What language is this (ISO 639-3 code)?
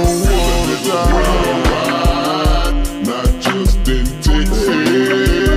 eng